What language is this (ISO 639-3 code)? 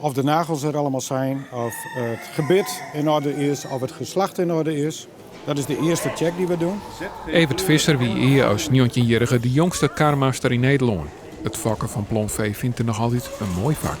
fry